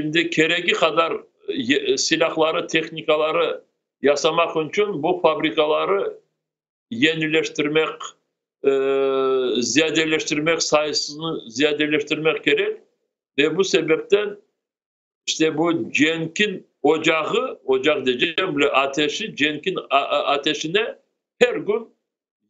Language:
Crimean Tatar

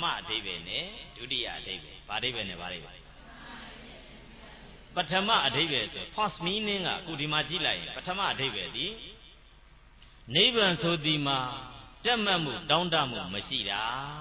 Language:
Burmese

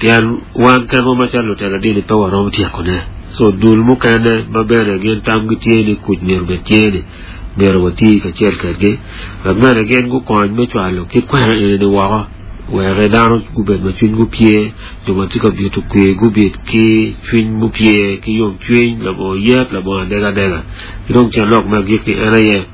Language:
Acoli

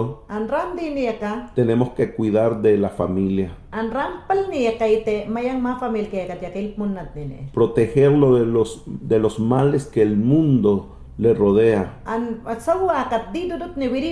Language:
Mayangna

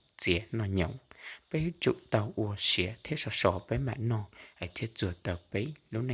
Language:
Hmong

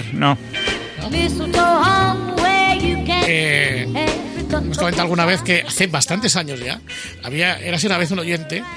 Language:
Spanish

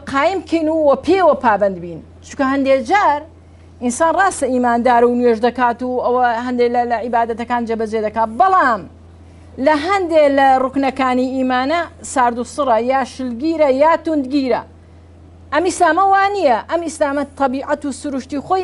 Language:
Central Kurdish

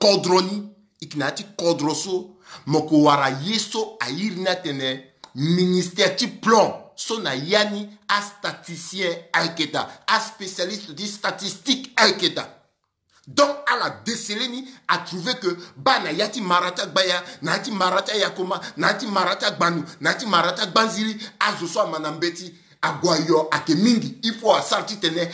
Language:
Sango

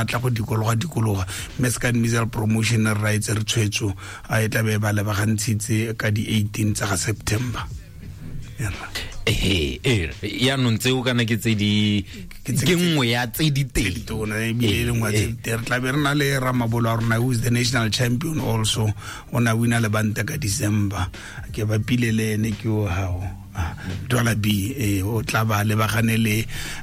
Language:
Tswana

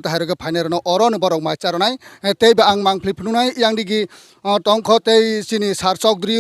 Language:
Kok Borok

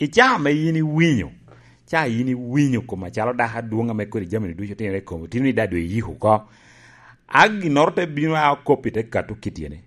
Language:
Lango (Uganda)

